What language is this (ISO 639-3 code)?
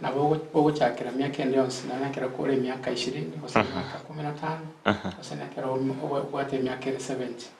guz